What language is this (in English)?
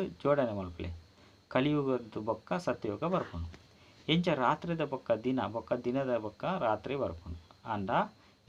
Tulu